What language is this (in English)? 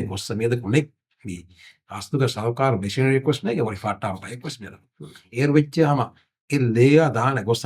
Divehi